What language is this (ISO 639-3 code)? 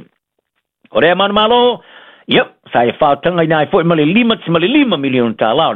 smo